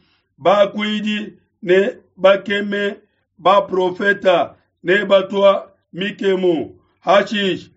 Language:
Luba-Lulua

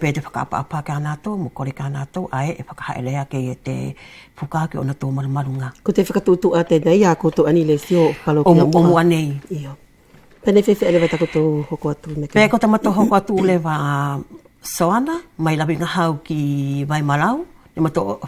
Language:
Wallisian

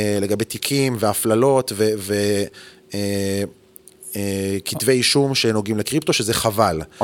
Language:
Hebrew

